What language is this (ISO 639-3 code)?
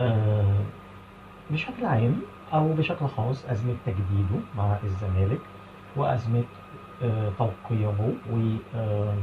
arz